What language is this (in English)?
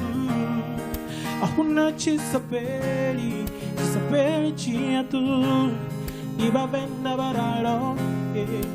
Venda